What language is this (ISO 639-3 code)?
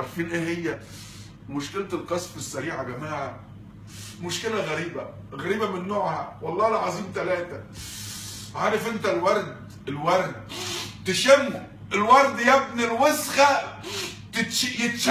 arz